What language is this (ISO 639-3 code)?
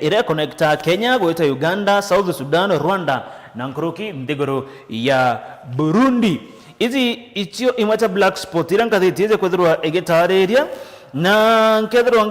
mer